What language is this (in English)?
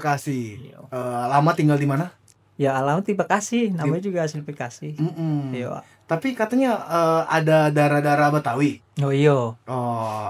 Musi